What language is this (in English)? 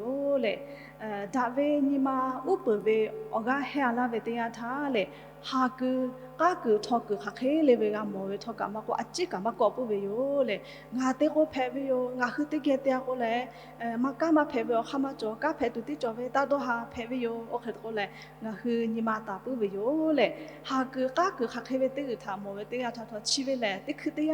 Lahu